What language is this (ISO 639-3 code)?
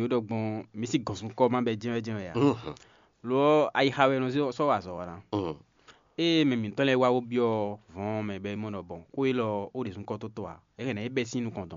fon